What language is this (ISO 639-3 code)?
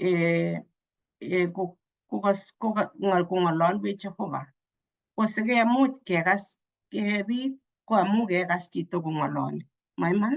kln